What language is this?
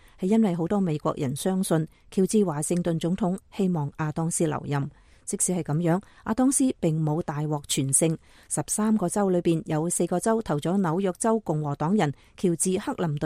Cantonese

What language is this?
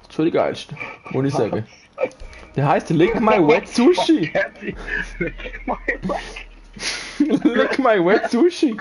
Swiss German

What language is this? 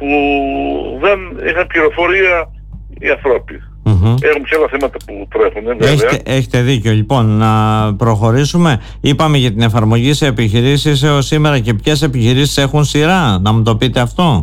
Greek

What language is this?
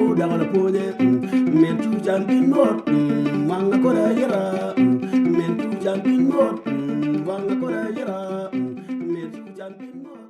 Acoli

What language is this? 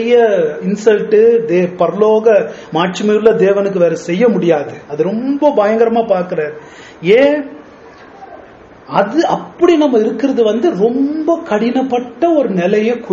Tamil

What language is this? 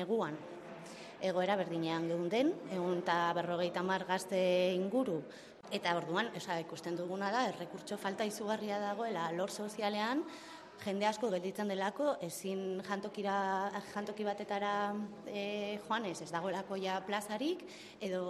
Basque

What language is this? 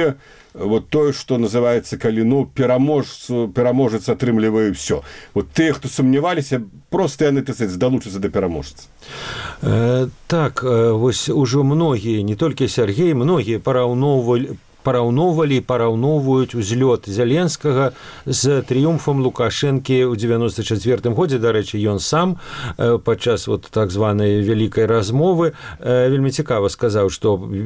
Belarusian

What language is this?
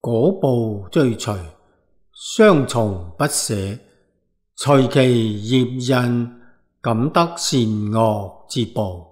Cantonese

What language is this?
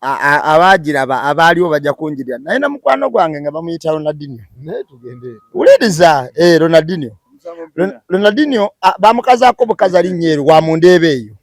Ganda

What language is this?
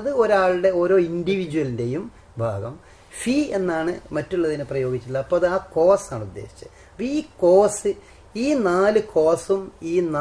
Malayalam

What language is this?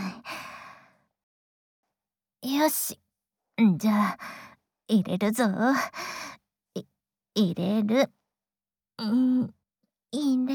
Japanese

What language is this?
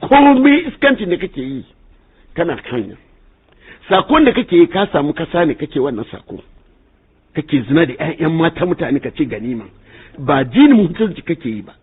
Hausa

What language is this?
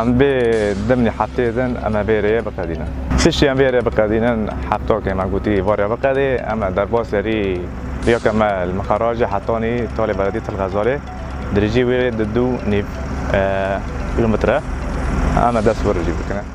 Kurdish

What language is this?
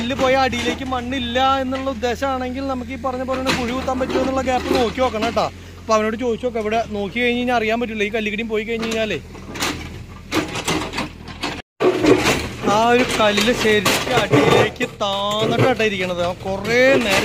Malayalam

